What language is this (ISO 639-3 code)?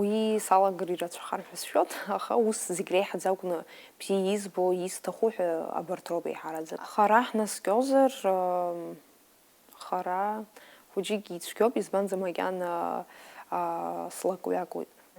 abk